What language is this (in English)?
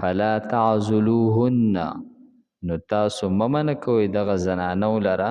Pashto